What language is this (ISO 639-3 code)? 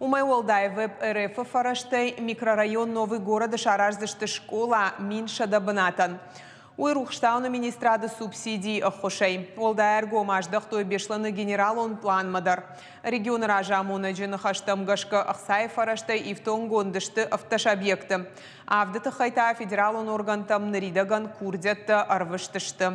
oss